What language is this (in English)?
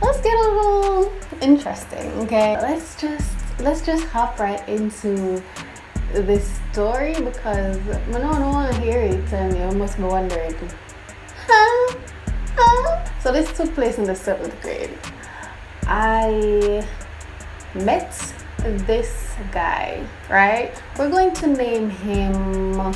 Jamaican Creole English